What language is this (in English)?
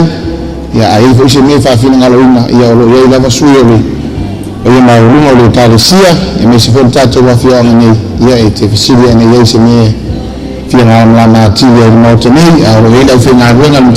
Samoan